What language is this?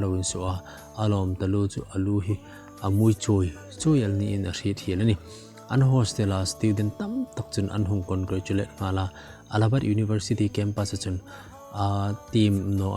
Hmar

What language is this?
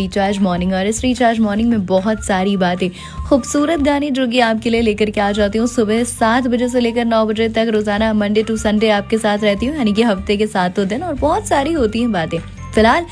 Hindi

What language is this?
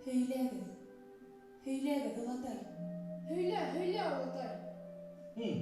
Bashkir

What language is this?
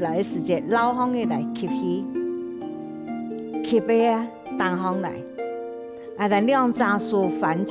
Hakka Chinese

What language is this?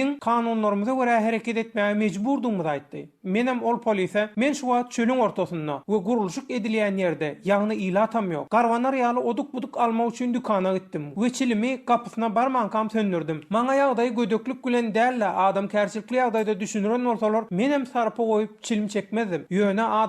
Turkmen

